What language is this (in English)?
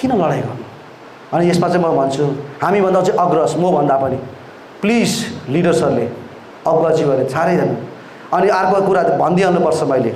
Nepali